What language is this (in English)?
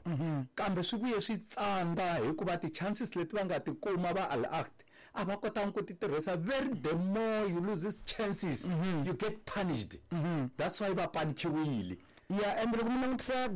Tsonga